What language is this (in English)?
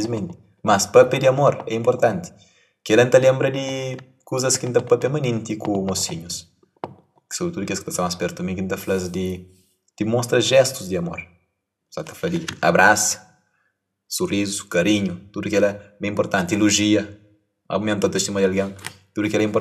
Kabuverdianu